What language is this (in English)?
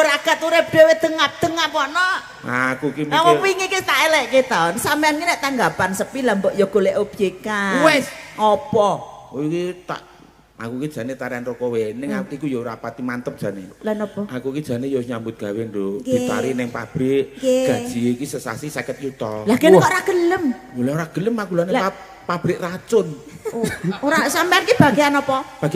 Javanese